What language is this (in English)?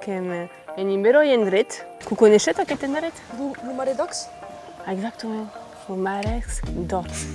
Occitan